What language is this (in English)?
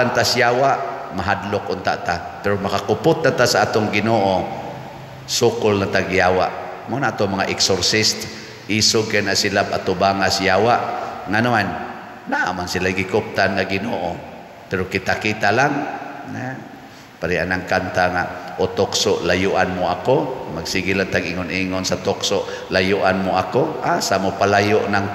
Cebuano